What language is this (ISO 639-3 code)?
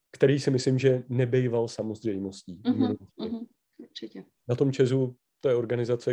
ces